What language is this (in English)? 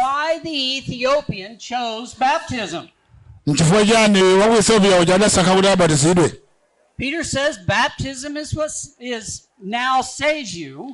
Nyanja